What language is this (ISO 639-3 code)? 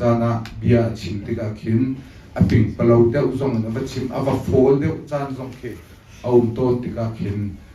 cnh